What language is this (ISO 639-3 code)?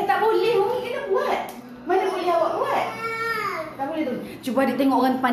msa